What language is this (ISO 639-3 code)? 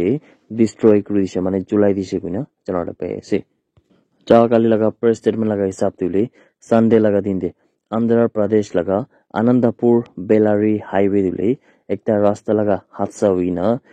nag